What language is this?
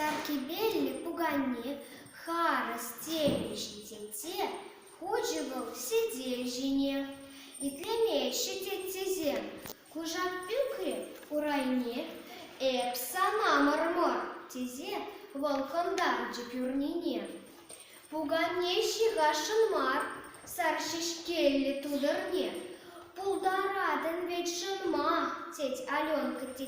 Chuvash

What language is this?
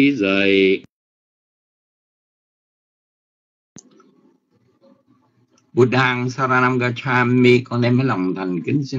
Vietnamese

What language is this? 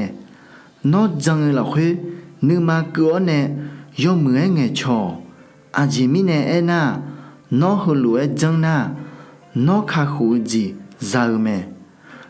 Akha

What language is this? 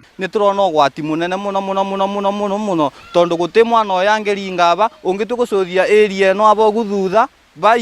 Kikuyu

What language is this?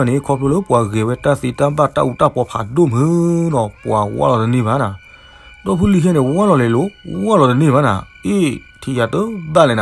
S'gaw Karen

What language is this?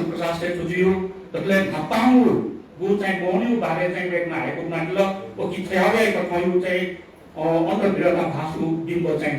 Newari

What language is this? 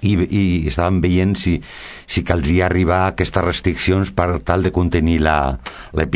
Catalan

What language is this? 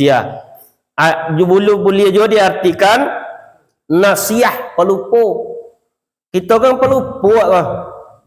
Minangkabau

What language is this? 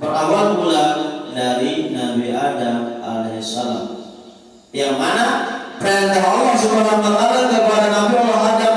Sasak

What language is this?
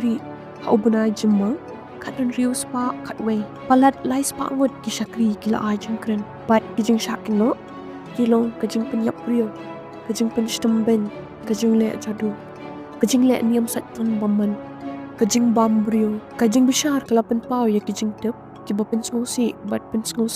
Khasi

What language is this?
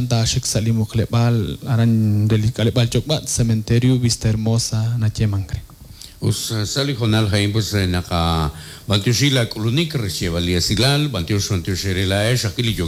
Kekchí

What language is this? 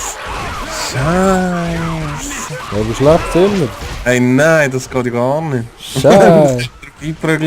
Swiss German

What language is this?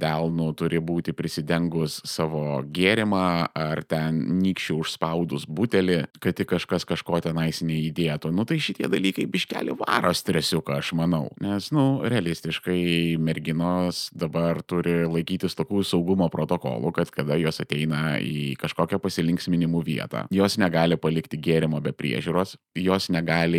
Lithuanian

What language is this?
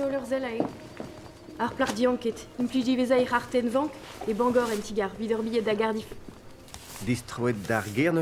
Breton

